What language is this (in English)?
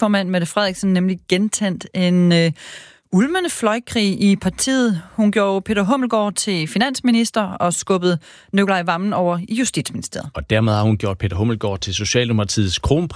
Danish